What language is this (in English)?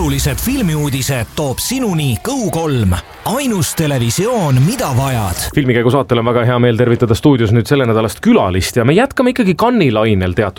Estonian